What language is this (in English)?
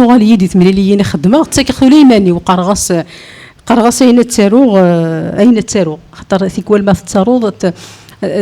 Kabyle